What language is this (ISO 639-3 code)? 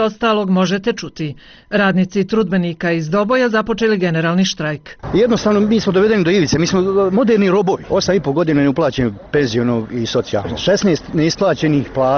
bos